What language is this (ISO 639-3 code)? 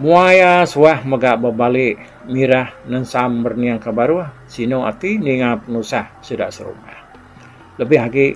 iba